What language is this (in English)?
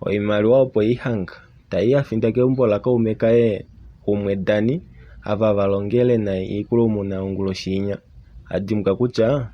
Kuanyama